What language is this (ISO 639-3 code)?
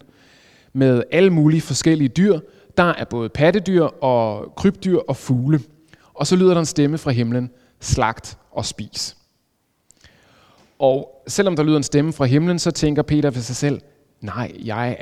dan